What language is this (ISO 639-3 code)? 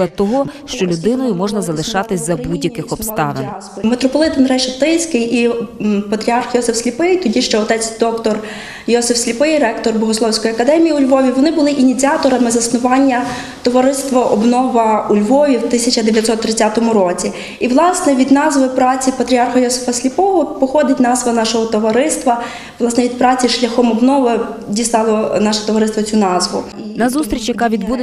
ukr